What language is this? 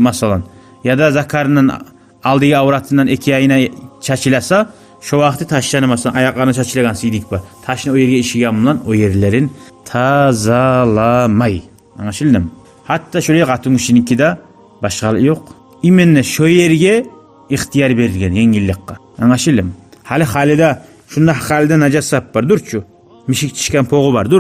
Kumyk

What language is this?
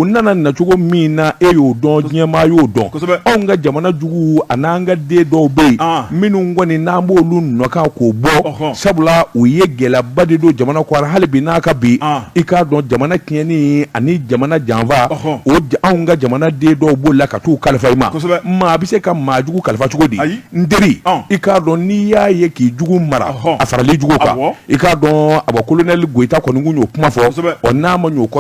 Bambara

